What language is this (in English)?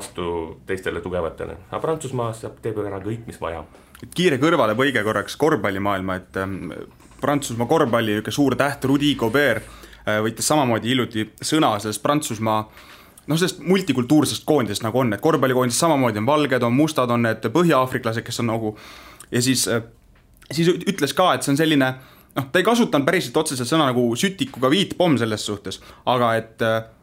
Estonian